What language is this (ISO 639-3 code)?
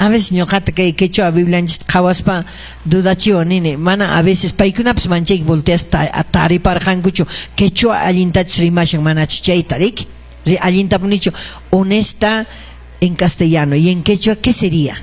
que